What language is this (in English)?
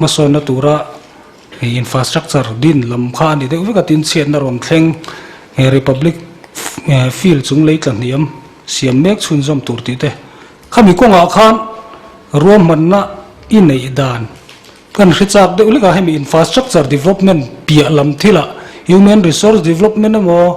Mizo